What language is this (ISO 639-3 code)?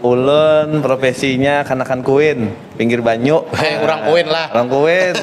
bjn